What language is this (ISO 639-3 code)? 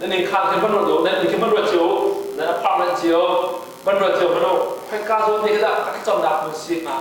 cnh